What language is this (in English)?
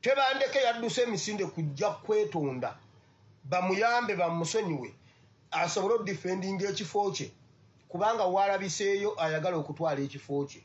Ganda